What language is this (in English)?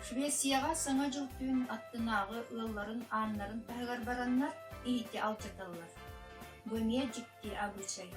Yakut